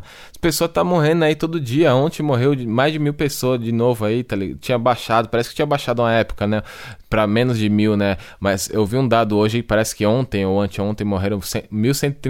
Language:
Portuguese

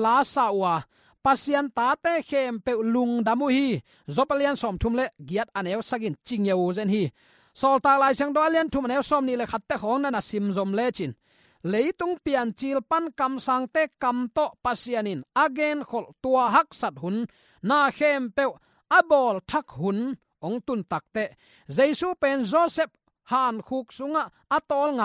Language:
Tedim Chin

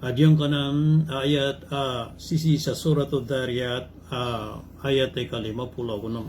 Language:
Maranao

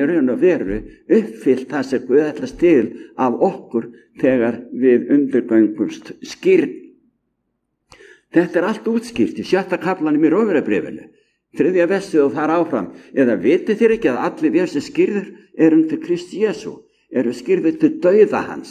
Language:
Icelandic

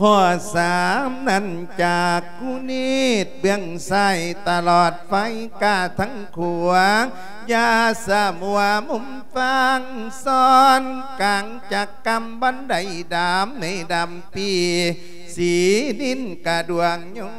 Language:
Lao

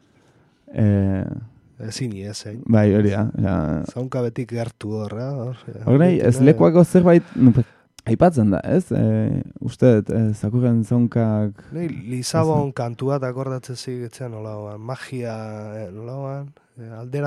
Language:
Basque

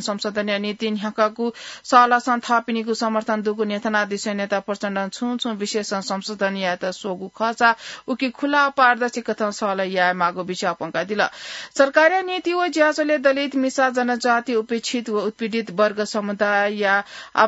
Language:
Newari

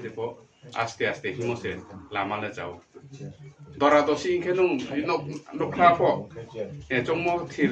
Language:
Riang (India)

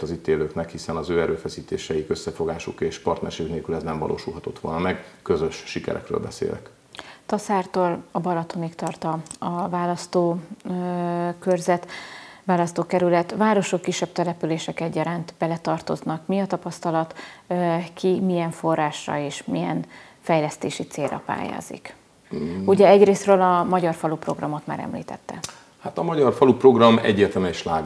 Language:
Hungarian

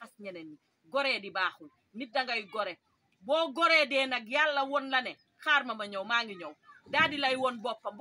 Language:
Wolof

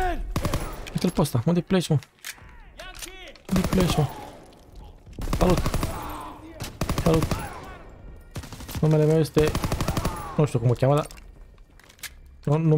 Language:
Romanian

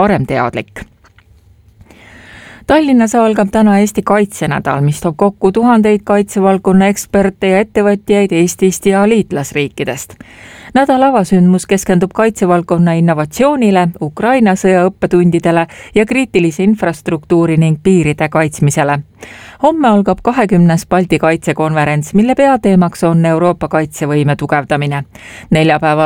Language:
Estonian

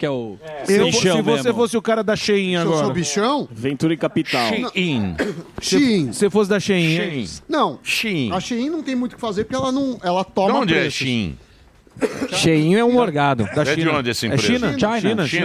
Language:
Portuguese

